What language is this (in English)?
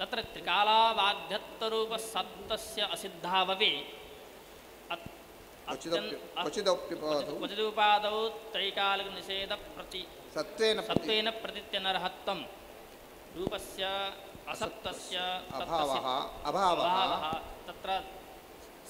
Sanskrit